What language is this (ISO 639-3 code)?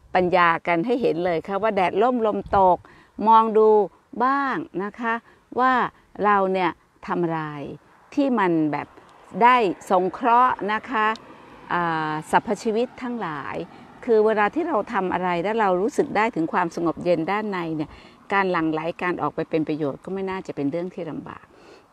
tha